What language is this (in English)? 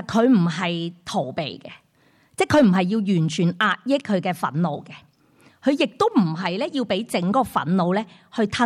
Cantonese